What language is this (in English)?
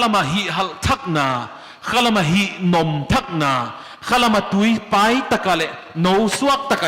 Paite Chin